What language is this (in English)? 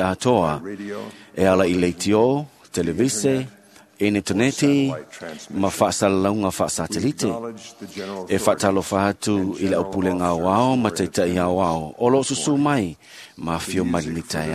Samoan